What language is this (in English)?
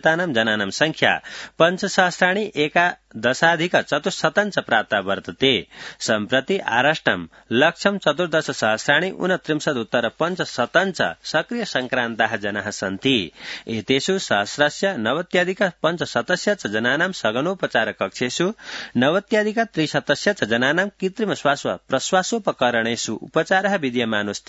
Sanskrit